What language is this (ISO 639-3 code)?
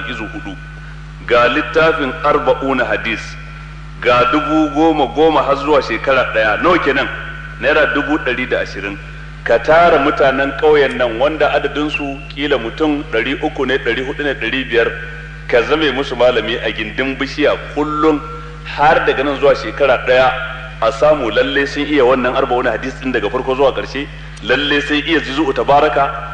hau